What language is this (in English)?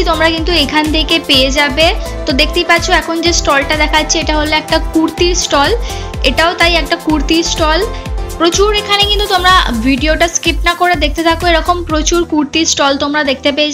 Bangla